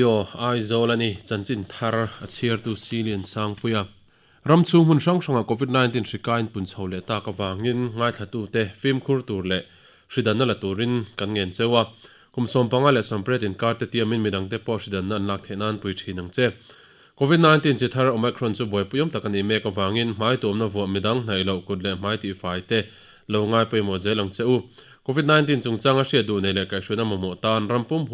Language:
Mizo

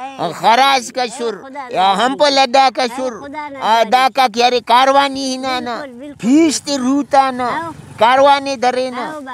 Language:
Pashto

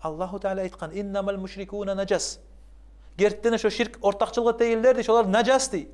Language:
Kumyk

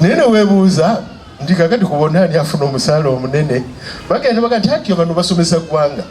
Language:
Ganda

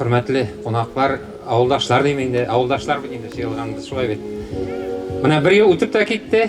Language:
Bashkir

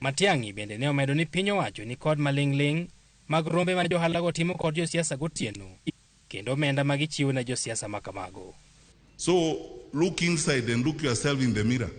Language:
Luo (Kenya and Tanzania)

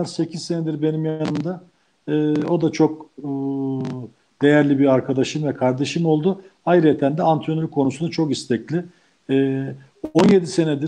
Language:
Turkish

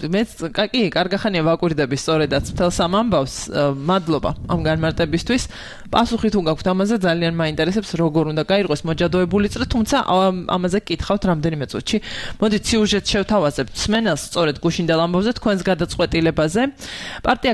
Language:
Georgian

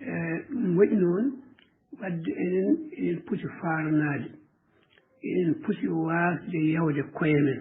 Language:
Fula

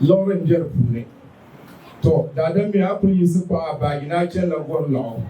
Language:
Dagbani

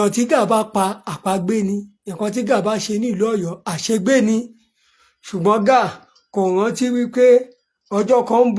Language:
Yoruba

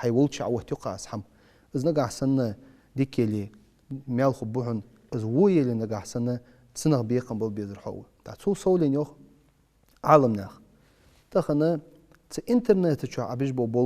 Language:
Ingush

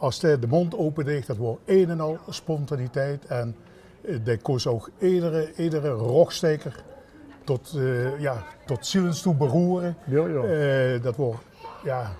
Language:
Limburgish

